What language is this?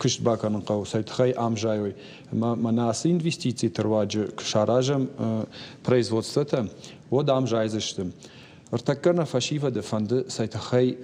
Ossetic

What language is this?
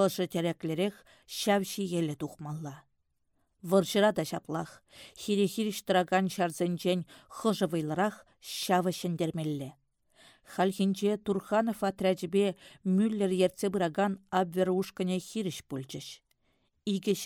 Chuvash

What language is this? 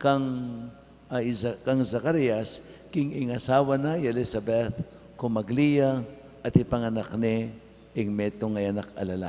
Pampanga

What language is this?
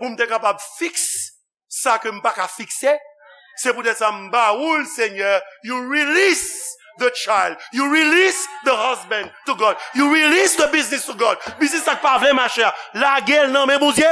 Haitian Creole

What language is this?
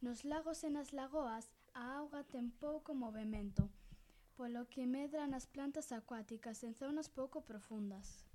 Galician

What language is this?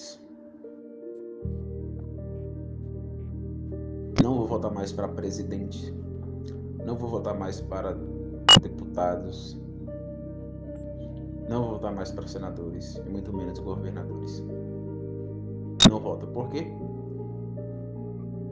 Portuguese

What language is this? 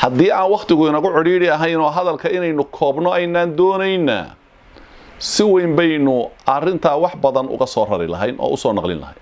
Somali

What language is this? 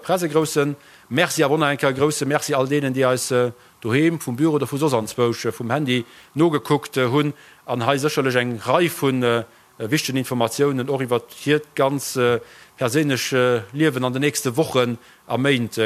Luxembourgish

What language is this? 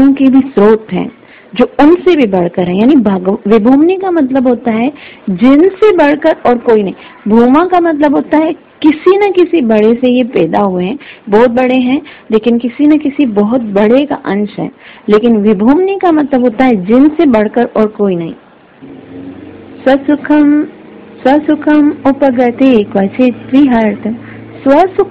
Hindi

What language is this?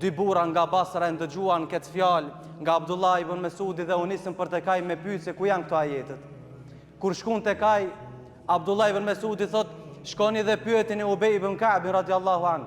Albanian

